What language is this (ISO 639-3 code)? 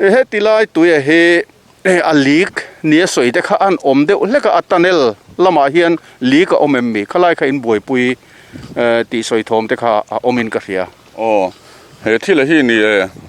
lus